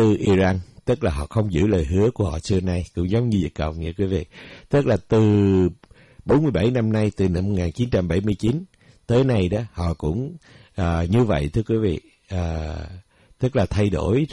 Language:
Vietnamese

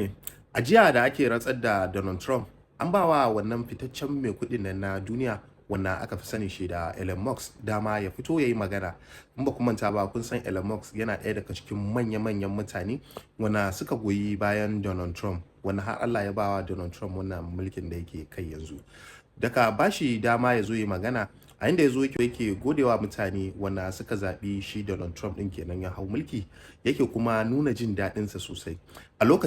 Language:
Hausa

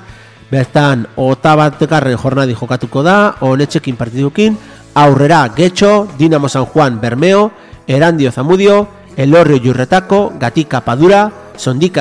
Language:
Basque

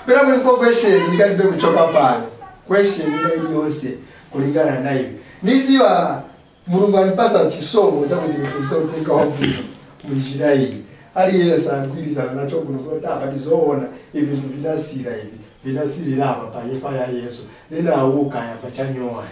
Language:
Nyanja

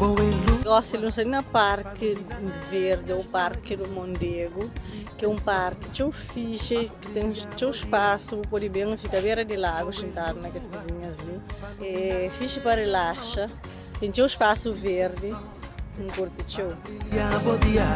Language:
Kabuverdianu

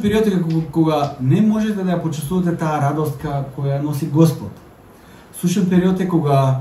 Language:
Macedonian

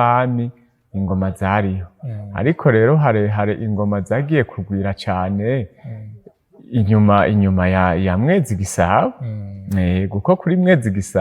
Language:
Rundi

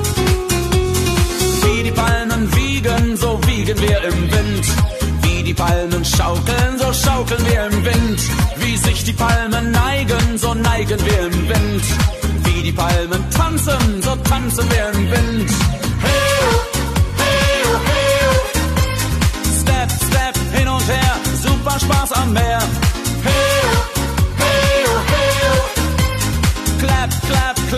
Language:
German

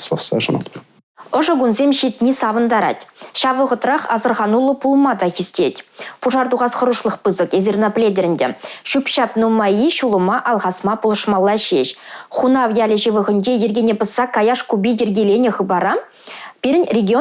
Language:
Chuvash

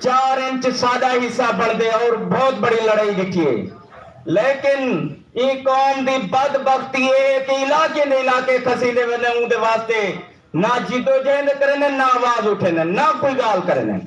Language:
Saraiki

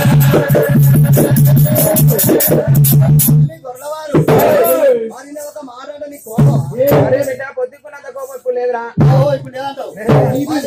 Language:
Telugu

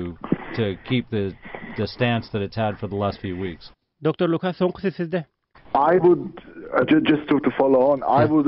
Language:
Turkmen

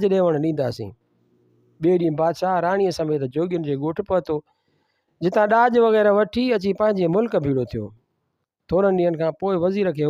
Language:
Sindhi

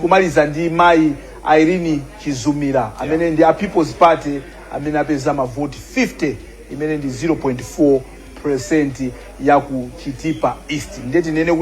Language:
Nyanja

